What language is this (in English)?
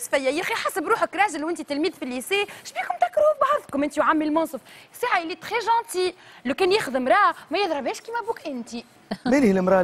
Tunisian Arabic